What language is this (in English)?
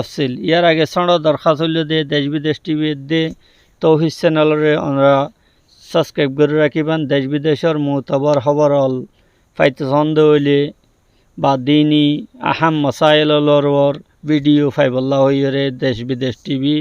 Rohingya